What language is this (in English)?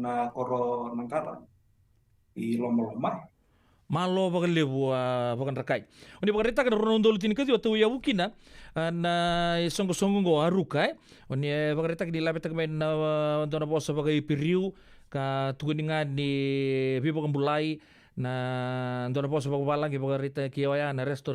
Fijian